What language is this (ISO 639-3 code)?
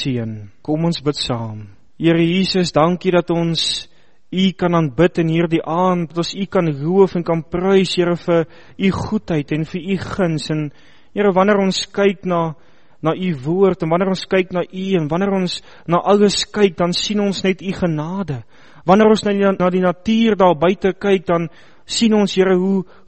afr